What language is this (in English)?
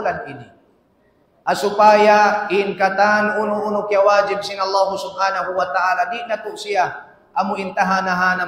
Tausug